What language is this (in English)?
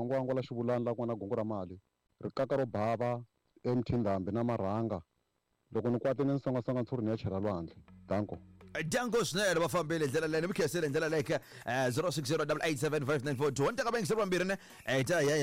Tsonga